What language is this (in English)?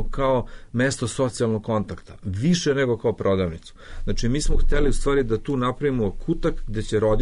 Serbian